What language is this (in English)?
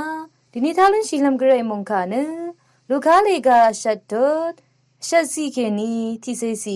Rawang